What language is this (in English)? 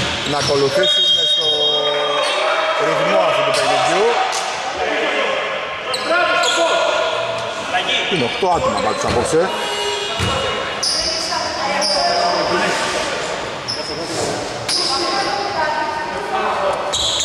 Greek